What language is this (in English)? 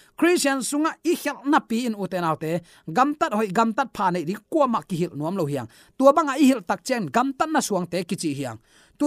Tedim Chin